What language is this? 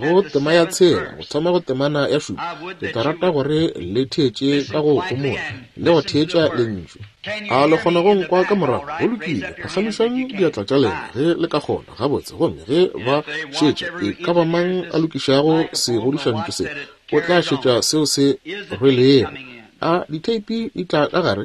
Northern Sotho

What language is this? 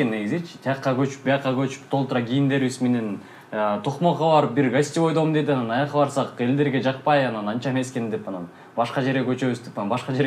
Kyrgyz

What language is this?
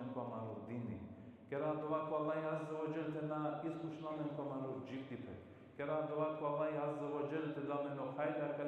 Balkan Romani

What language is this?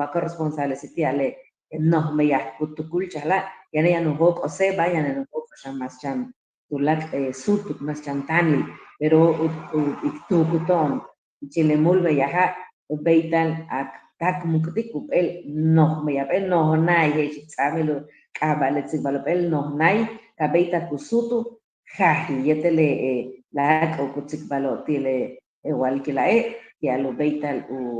Yucateco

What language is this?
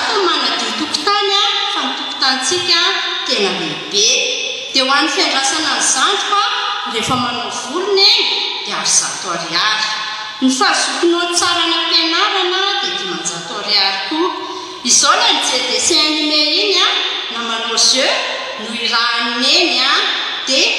Malagasy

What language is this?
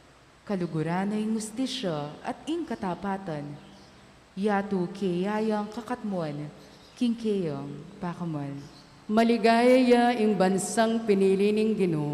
Pampanga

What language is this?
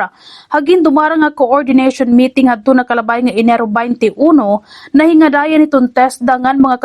Waray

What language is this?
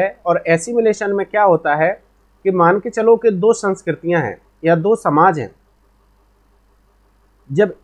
Hindi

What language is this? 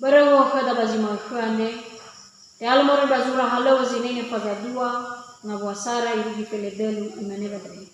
Nias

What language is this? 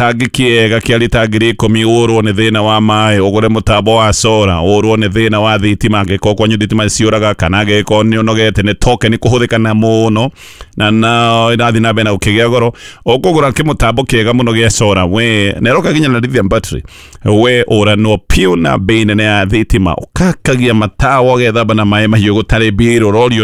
Kikuyu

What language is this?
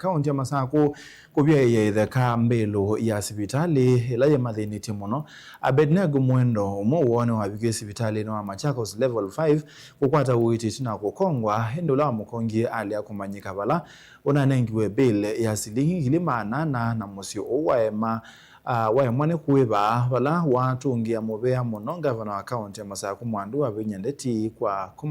Kamba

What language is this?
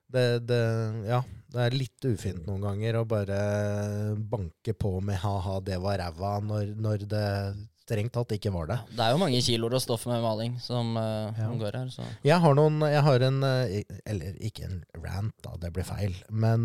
Norwegian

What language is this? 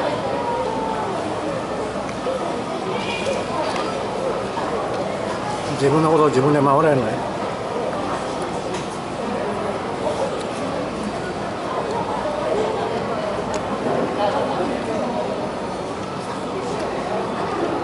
Japanese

